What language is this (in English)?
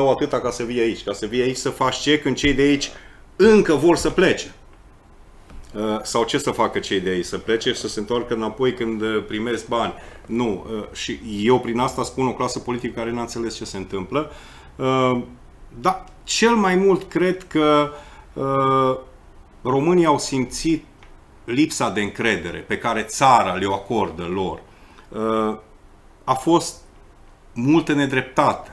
Romanian